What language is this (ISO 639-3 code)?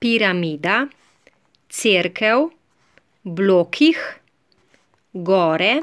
slv